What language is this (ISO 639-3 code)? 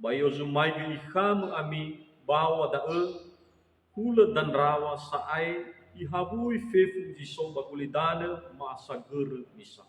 nia